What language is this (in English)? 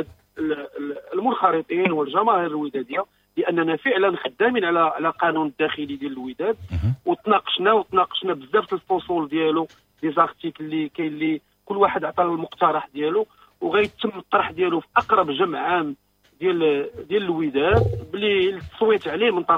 Moroccan Arabic